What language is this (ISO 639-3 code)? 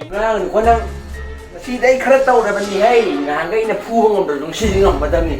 mni